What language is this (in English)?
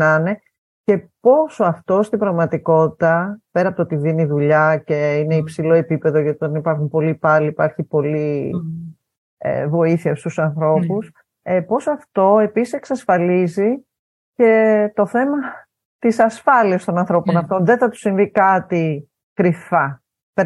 Greek